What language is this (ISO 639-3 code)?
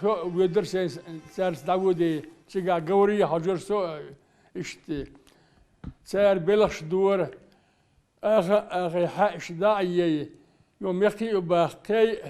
che